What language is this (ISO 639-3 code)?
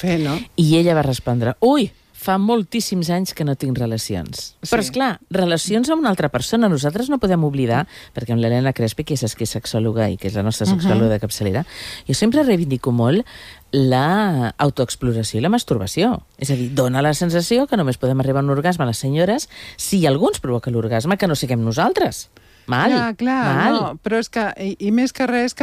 cat